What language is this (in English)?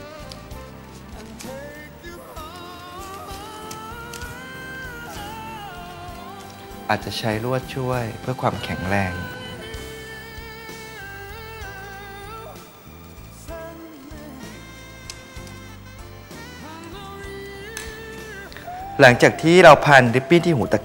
Thai